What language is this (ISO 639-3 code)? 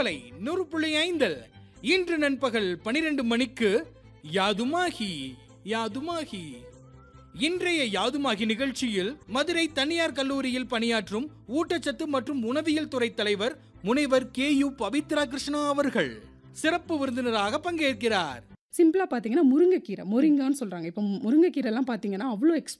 tam